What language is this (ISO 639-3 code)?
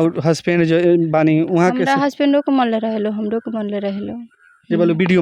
bho